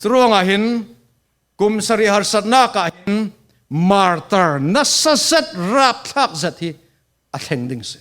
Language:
Falam Chin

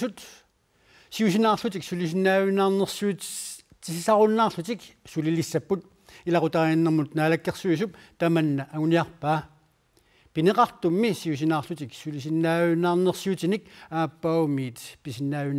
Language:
Kalaallisut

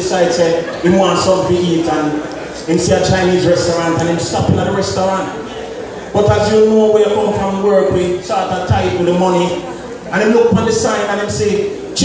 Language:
Jamaican Creole English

